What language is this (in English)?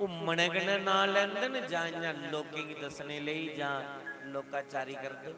Dogri